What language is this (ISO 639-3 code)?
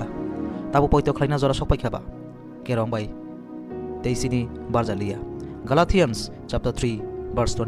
trp